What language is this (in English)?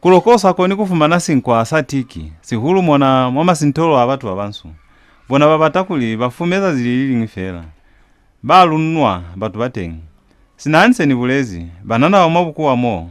Lozi